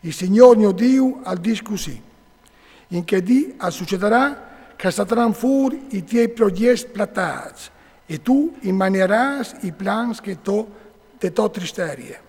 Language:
Friulian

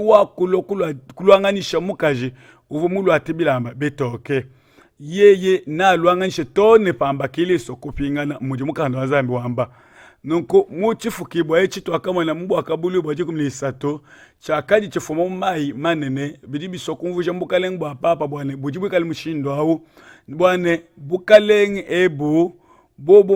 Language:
Luba-Lulua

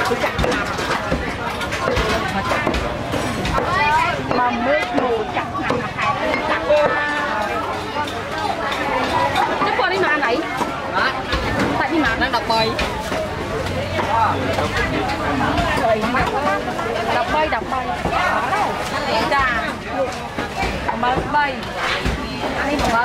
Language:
Vietnamese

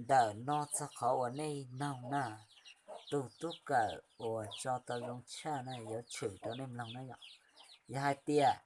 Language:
Hmong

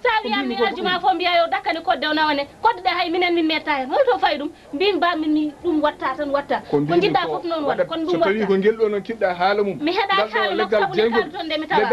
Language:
Fula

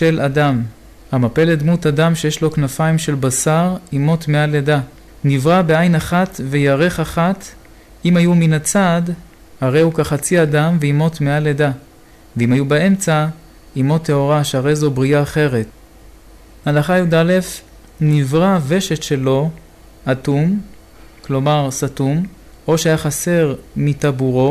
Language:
Hebrew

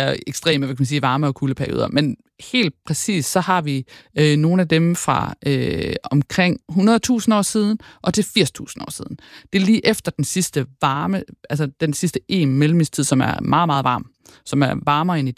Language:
Danish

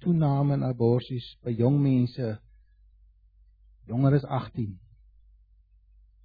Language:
Afrikaans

